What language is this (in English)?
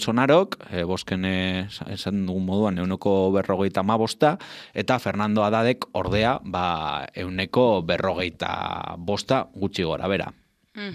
Basque